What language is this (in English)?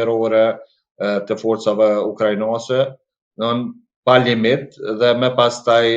Albanian